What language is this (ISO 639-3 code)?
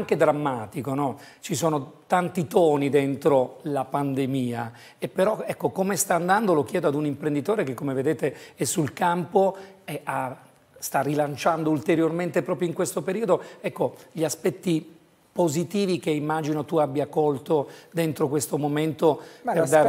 ita